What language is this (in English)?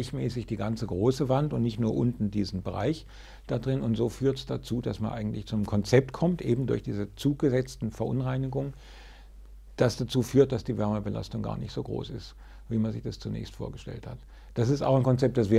German